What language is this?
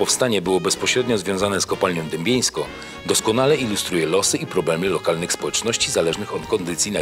Silesian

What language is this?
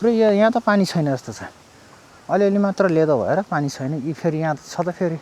Nepali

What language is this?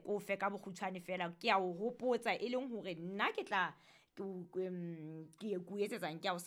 Southern Sotho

